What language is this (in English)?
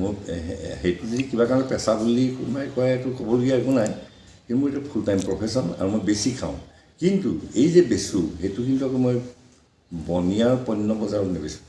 Assamese